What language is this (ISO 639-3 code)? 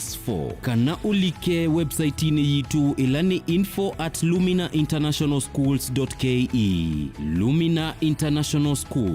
kam